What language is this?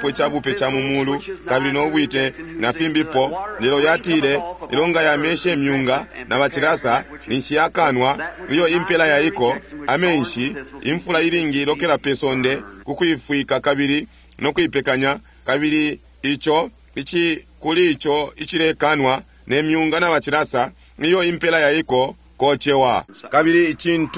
Bemba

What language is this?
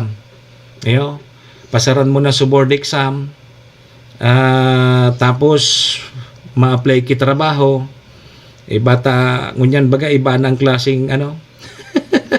Bikol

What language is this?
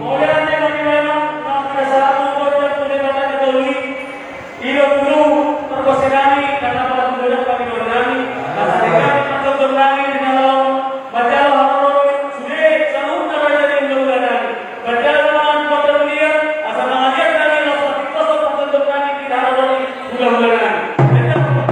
Batak Toba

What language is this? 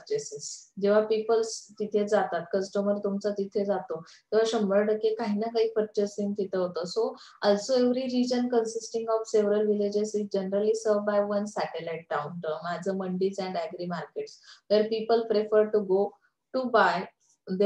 Marathi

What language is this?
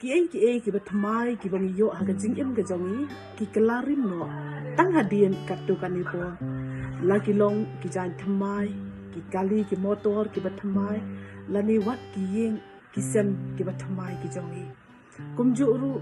Khasi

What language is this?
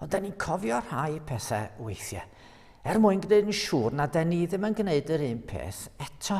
Welsh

